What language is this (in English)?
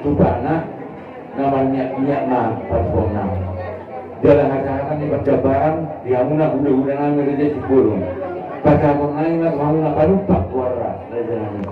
Batak Toba